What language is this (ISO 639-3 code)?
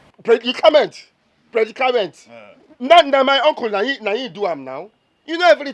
pcm